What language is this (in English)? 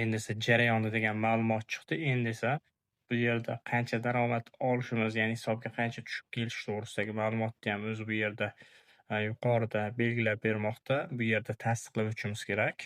Uzbek